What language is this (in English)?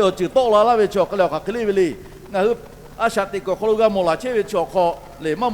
Lahu